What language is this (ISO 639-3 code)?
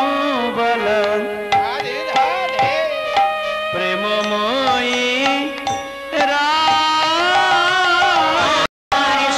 ben